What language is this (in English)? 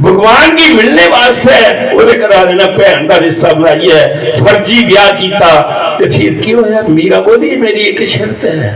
Dogri